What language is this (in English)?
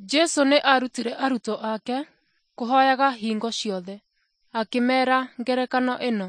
Kikuyu